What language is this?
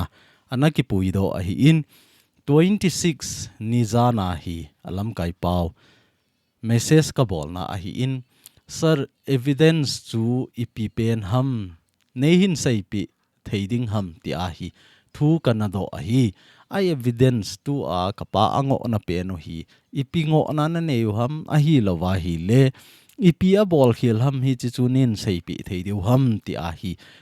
Thado Chin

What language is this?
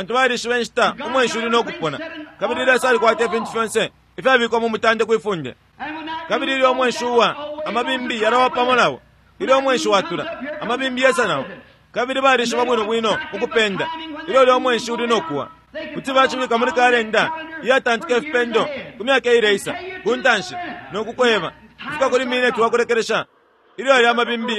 Bemba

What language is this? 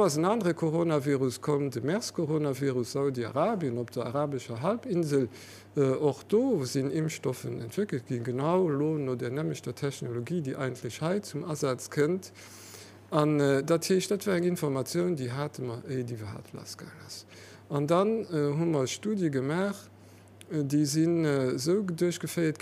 Luxembourgish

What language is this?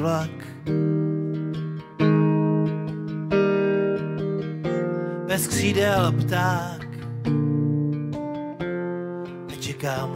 Czech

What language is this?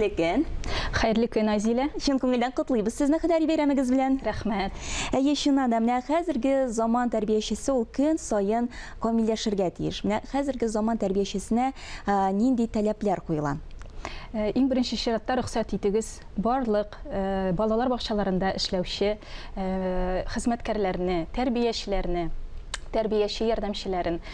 Tatar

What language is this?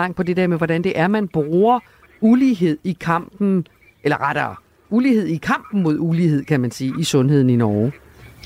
Danish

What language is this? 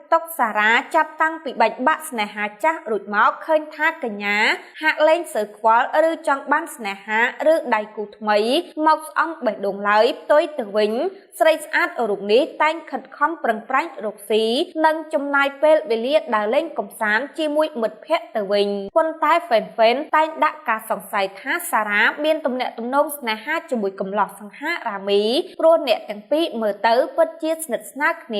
Khmer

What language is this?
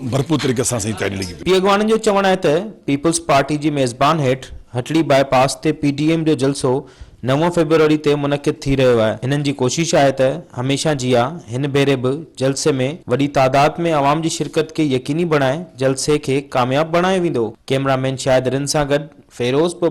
Sindhi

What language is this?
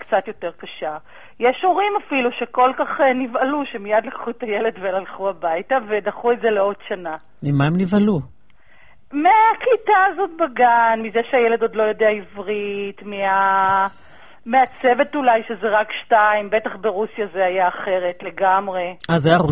Hebrew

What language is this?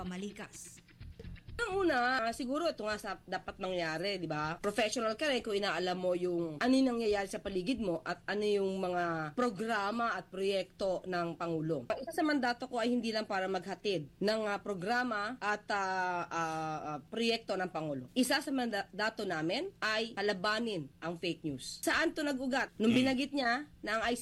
Filipino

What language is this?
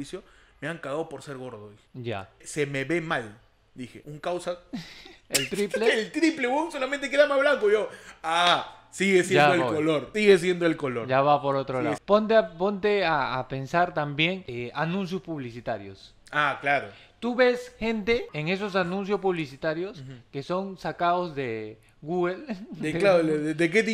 Spanish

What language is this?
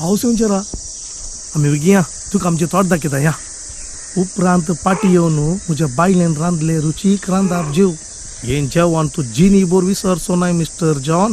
Konkani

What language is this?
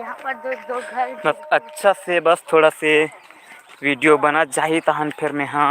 Chhattisgarhi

